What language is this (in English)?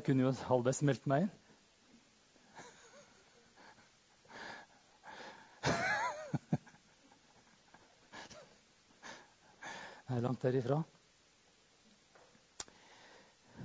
Norwegian